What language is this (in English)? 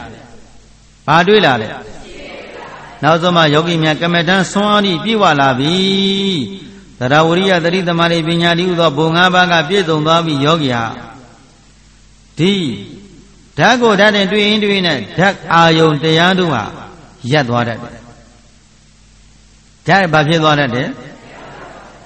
Burmese